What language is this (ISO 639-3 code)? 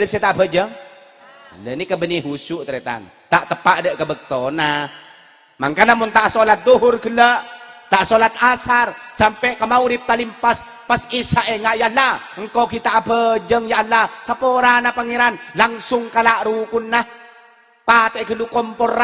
mad